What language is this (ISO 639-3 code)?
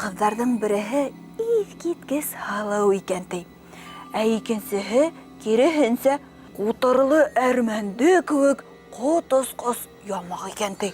bak